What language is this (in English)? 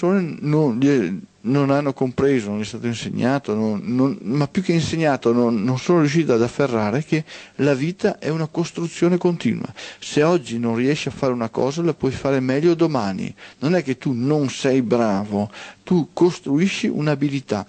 Italian